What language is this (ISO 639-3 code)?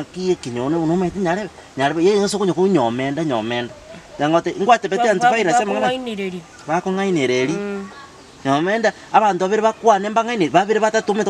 guz